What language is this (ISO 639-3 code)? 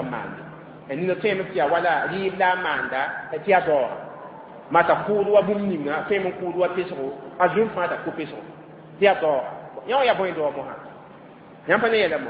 mos